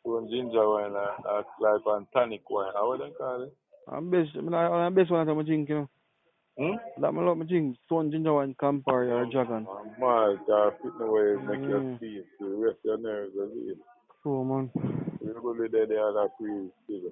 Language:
Jamaican Creole English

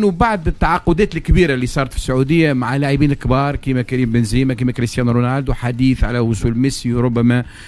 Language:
Tunisian Arabic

